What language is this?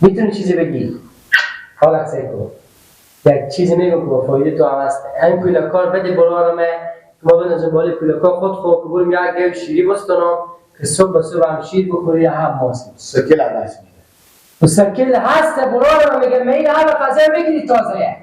Persian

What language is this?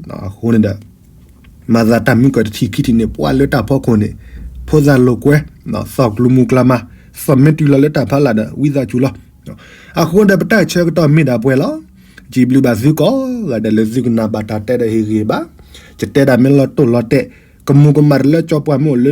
S'gaw Karen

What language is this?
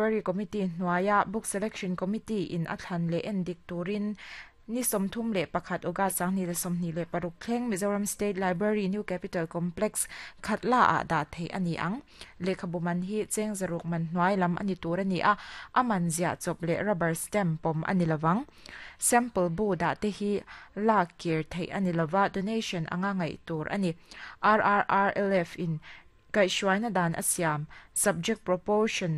Mizo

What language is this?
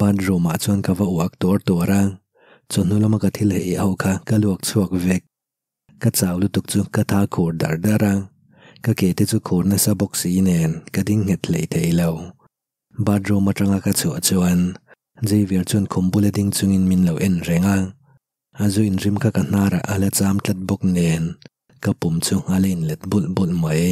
Mizo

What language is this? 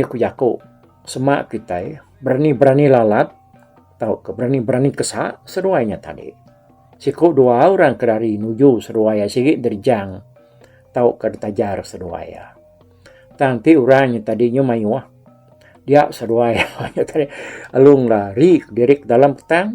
Iban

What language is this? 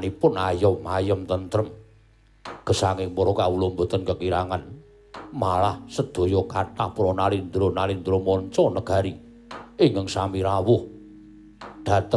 Javanese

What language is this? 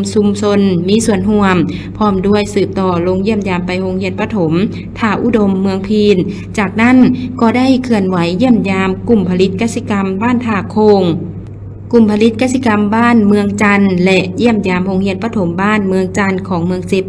Lao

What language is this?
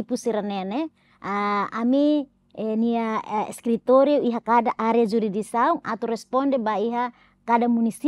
Tetum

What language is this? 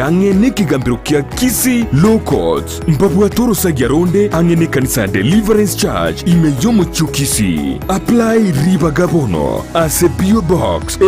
Gusii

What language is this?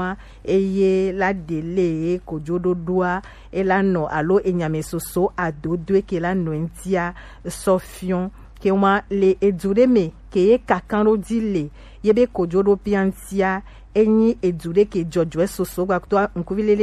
Gen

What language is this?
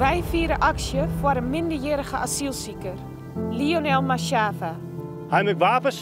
Western Frisian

